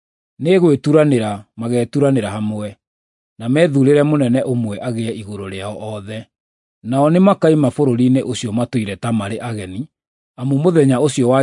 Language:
Kikuyu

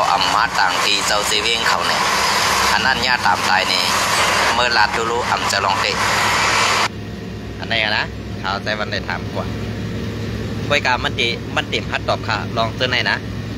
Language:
Shan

